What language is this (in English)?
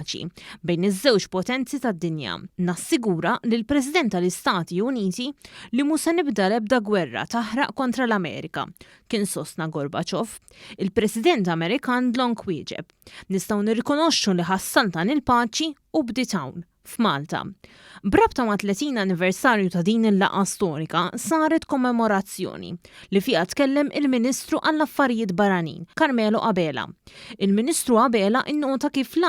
Maltese